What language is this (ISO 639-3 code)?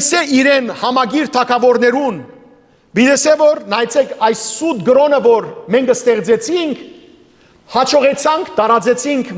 hyw